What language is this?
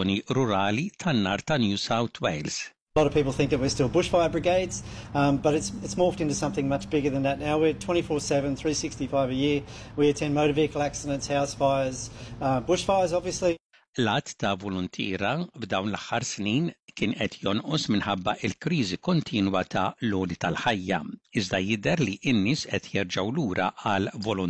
Maltese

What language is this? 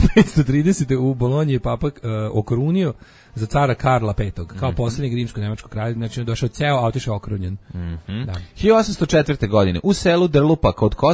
Serbian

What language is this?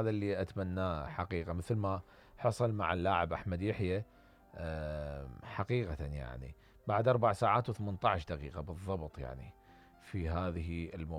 Mesopotamian Arabic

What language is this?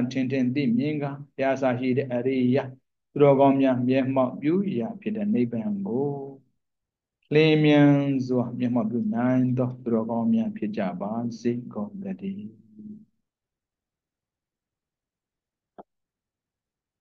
Burmese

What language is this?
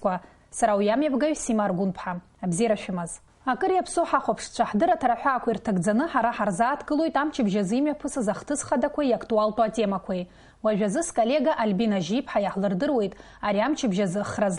Abkhazian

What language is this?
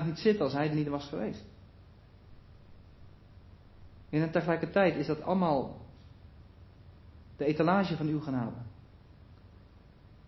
Dutch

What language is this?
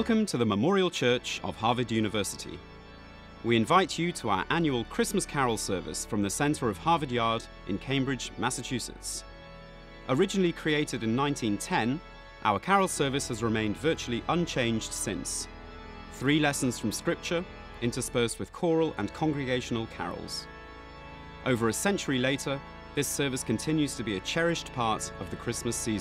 English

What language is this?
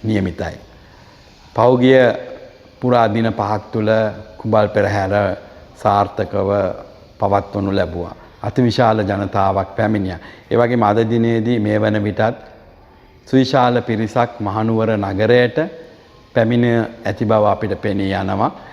Sinhala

